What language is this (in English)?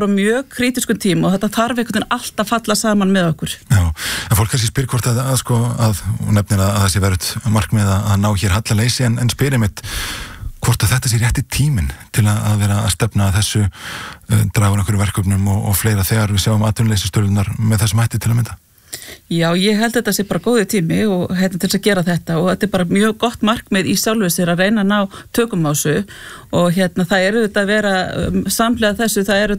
Icelandic